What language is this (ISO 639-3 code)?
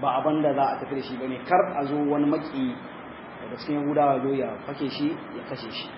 hau